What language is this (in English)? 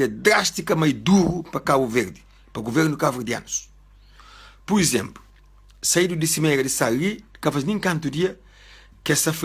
Kabuverdianu